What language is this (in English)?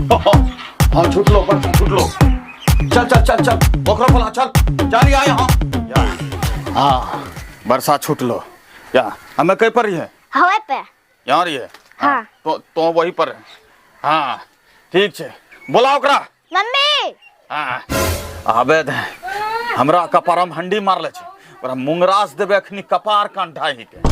Angika